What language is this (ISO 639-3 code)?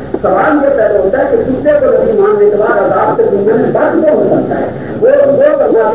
urd